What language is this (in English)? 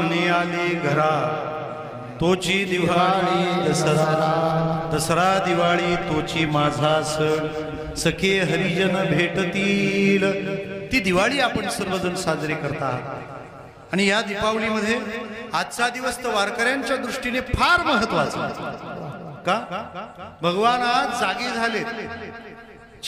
Marathi